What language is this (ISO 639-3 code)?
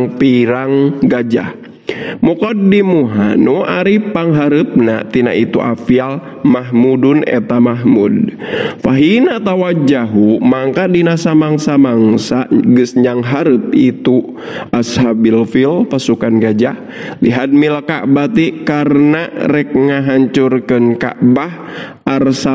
sun